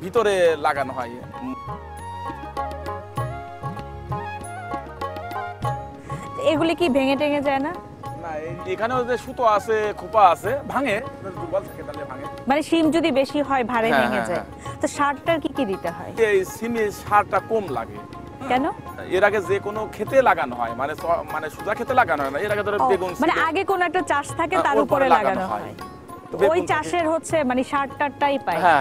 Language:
Bangla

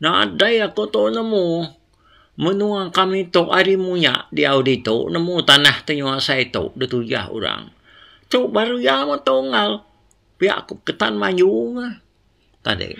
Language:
Iban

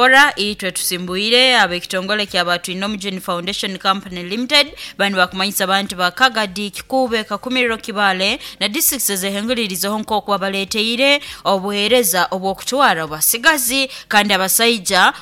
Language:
Nyoro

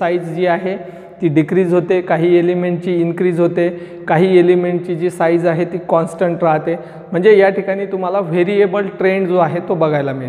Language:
Marathi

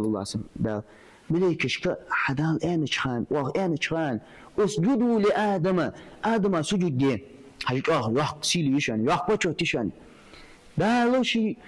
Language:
Ingush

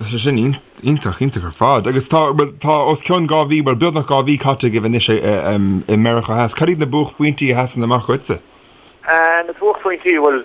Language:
Irish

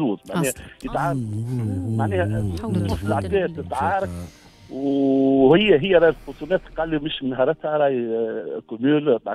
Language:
Tunisian Arabic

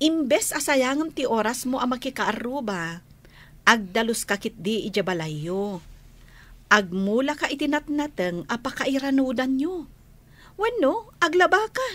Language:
Iloko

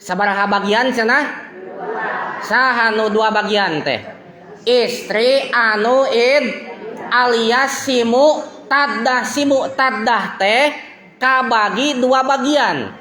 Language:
Sundanese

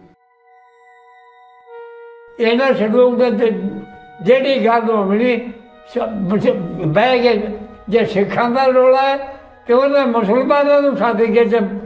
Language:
Punjabi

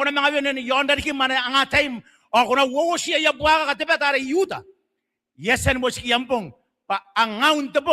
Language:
Gilbertese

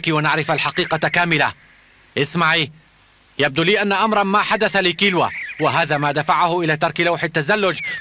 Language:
Arabic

